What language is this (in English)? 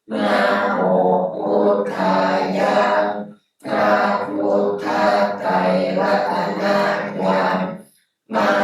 Pali